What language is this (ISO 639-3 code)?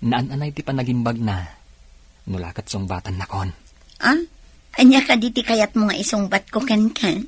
ilo